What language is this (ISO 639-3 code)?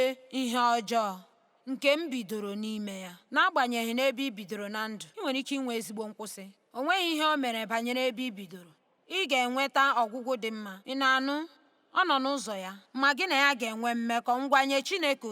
ibo